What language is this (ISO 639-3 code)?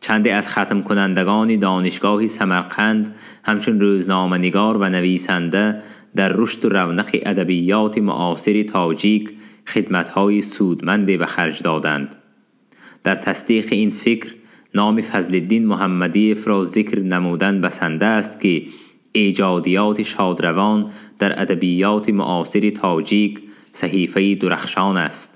tgk